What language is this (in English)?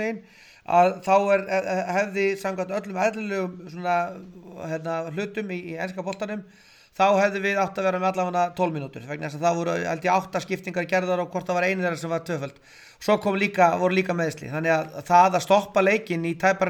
Icelandic